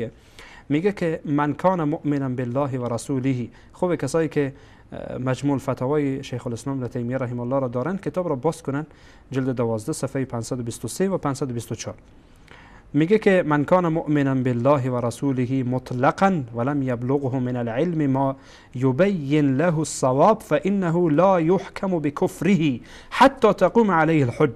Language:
Persian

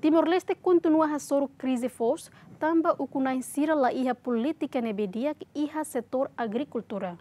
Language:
Tetum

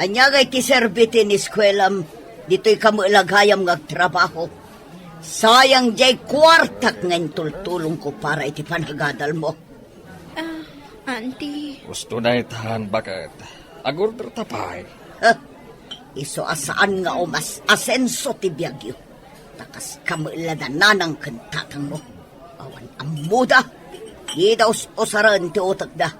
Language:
Iloko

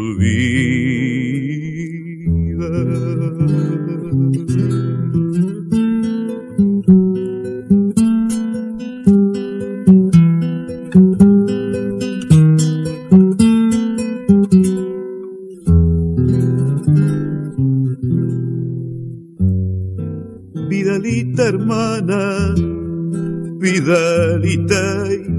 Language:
Spanish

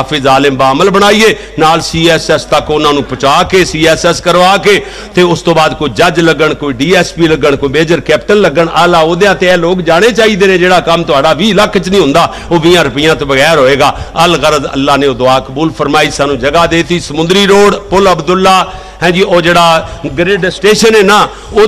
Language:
Western Panjabi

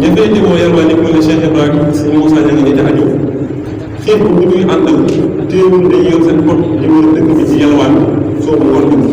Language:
Wolof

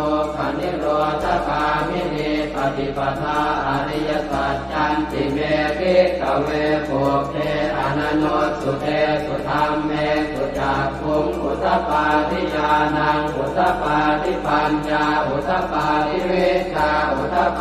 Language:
Pali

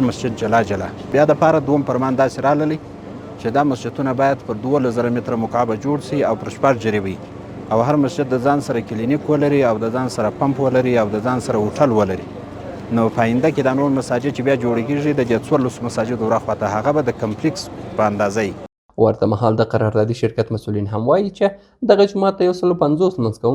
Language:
Pashto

